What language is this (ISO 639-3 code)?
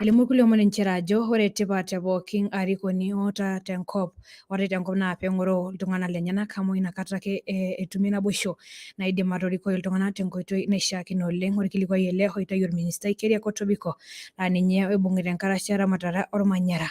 mas